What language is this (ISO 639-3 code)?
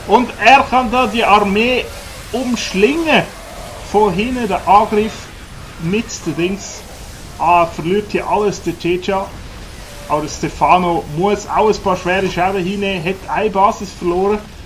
gsw